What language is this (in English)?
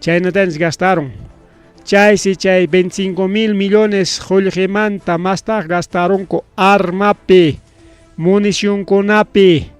Ayacucho Quechua